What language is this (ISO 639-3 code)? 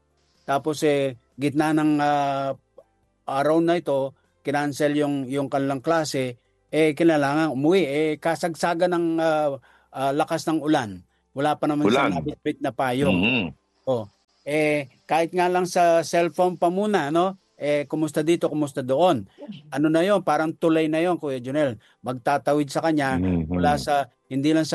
fil